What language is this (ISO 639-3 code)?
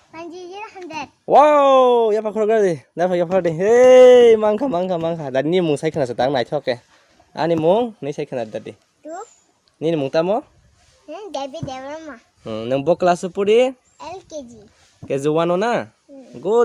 trp